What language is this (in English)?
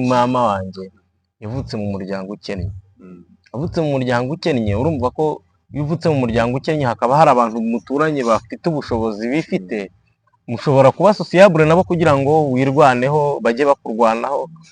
Kinyarwanda